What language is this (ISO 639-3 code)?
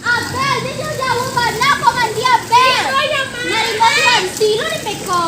min